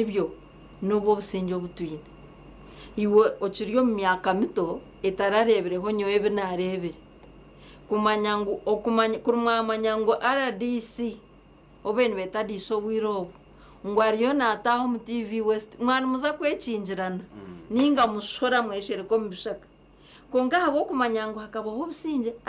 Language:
Nyankole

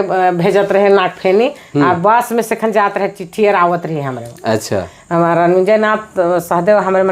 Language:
Sadri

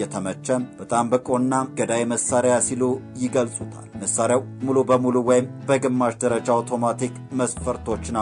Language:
Amharic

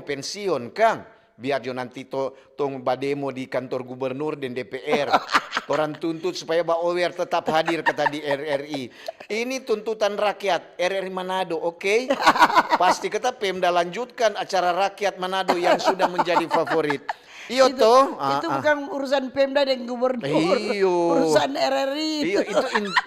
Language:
Manado Malay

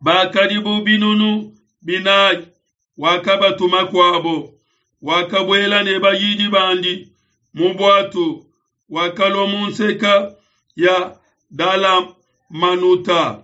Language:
Luba-Lulua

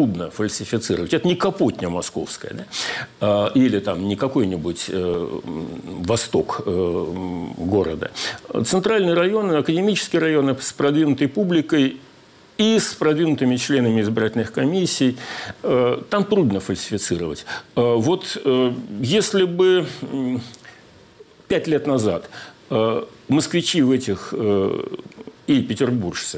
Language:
Russian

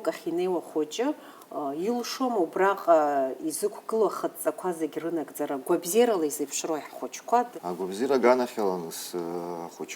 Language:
Abkhazian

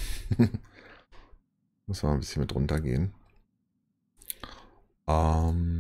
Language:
German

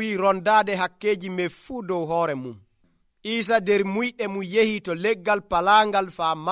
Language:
Nigerian Fulfulde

